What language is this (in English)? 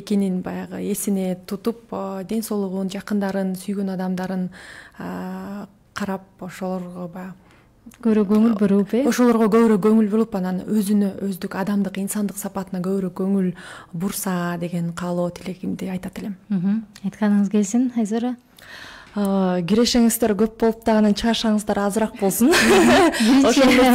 Kyrgyz